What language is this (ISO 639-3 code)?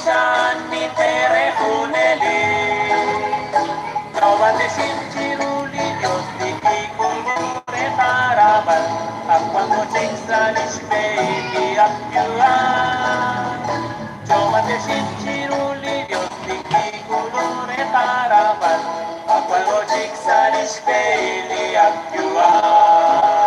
kek